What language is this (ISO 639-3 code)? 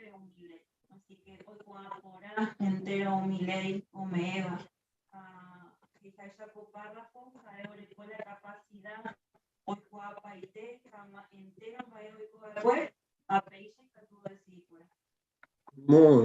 grn